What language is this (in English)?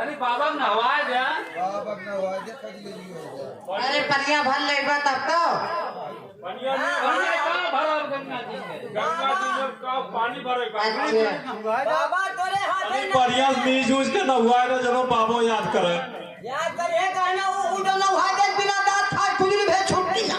Awadhi